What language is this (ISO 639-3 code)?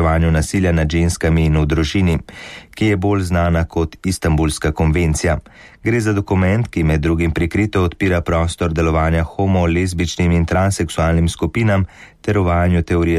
slv